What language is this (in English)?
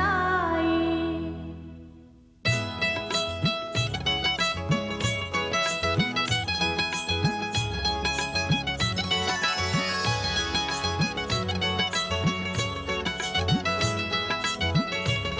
Marathi